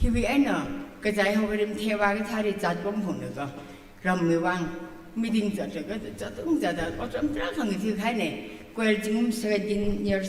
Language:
Tangkhul Naga (India)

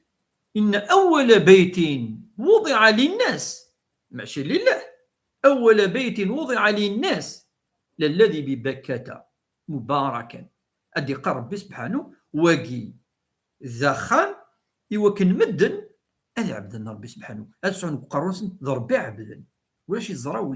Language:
Kabyle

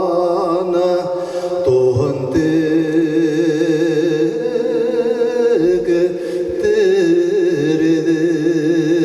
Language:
Bashkir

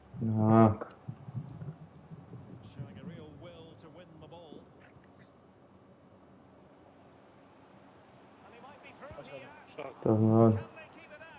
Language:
Hebrew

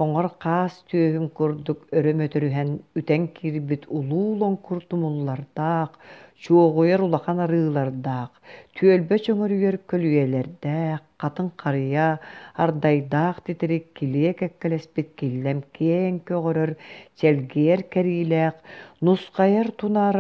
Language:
Yakut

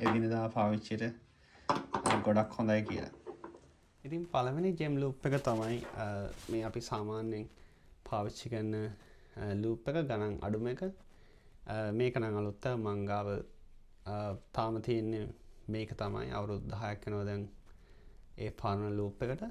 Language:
Sinhala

